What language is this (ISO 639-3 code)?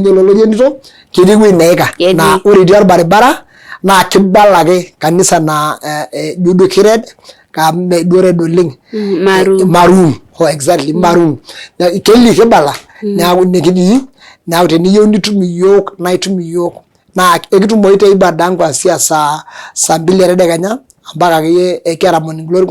mas